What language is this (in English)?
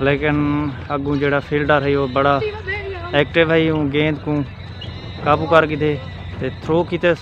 Saraiki